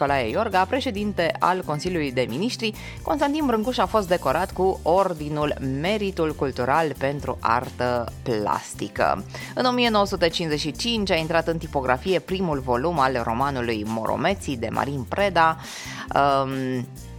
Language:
Romanian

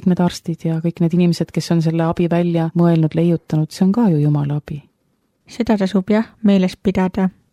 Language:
Estonian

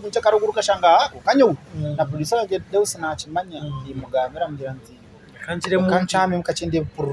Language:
Nyankole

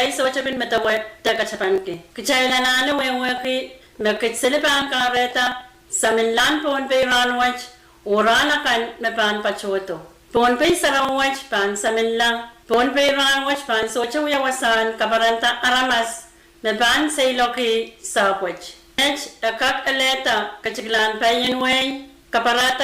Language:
Pohnpeian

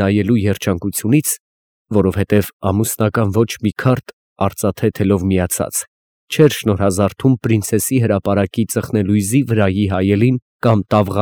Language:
Armenian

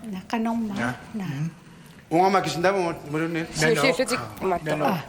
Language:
Kalaallisut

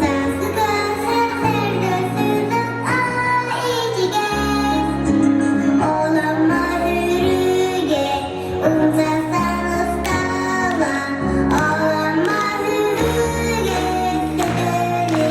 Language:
Yakut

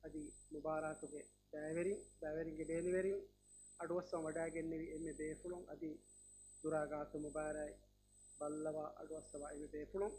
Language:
Divehi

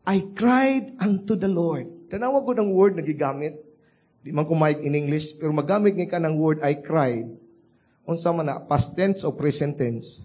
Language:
Cebuano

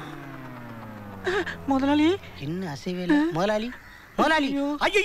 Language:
Tamil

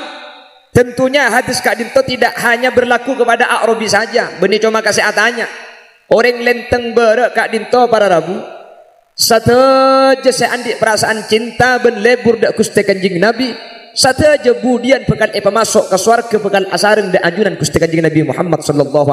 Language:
Madurese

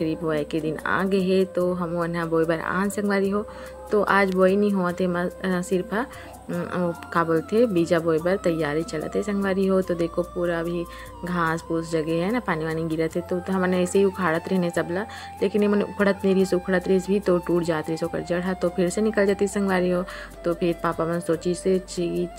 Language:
Chhattisgarhi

